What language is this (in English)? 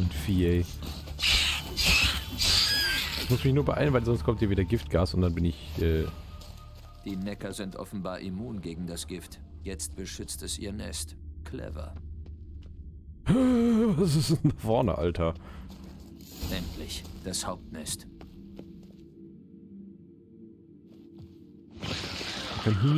German